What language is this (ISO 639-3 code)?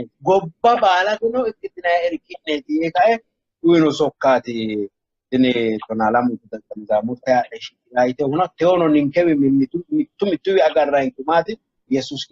sid